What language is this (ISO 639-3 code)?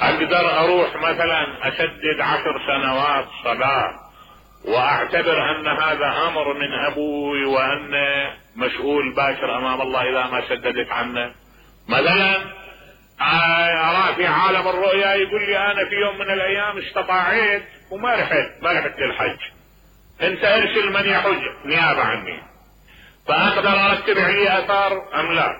acm